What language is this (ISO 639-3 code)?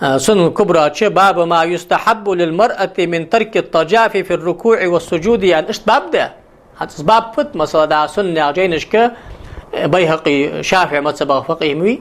inh